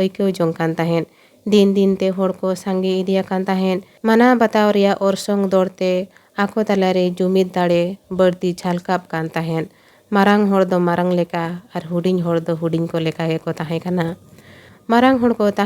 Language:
Santali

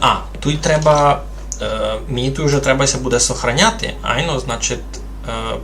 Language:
Rusyn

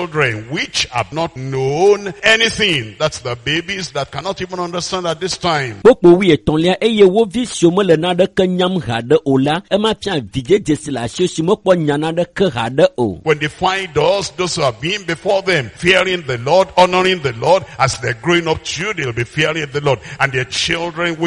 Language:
Ewe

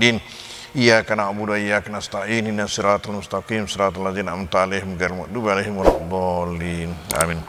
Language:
Buginese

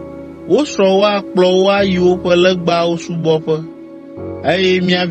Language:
Ewe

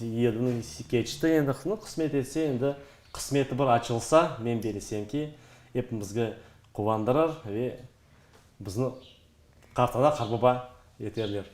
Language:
Crimean Tatar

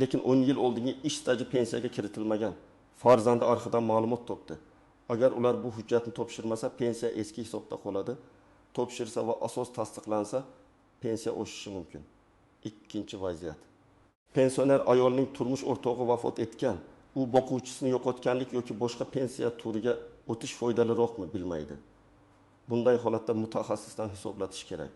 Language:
Uzbek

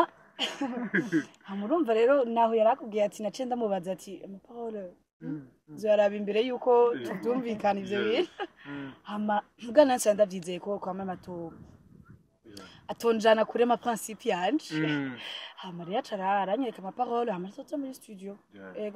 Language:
Rundi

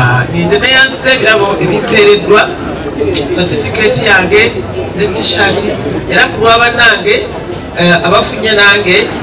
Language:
Ganda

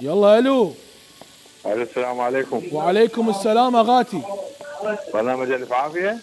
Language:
Mesopotamian Arabic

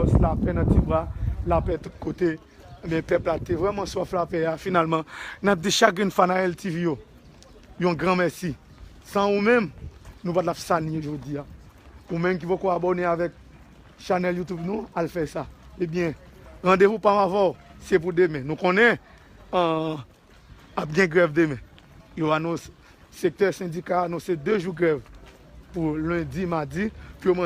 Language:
Haitian Creole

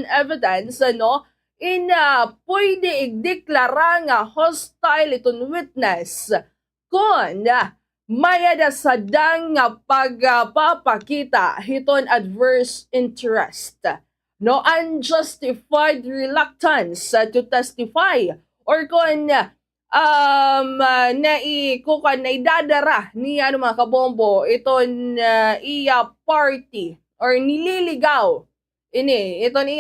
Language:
Waray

